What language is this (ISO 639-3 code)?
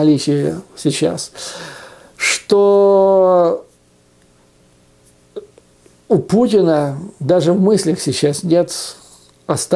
rus